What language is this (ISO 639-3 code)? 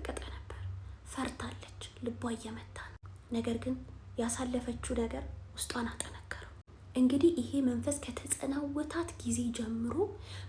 amh